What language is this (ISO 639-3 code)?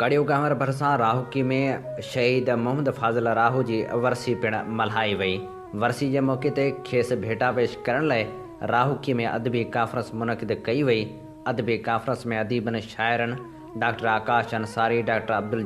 snd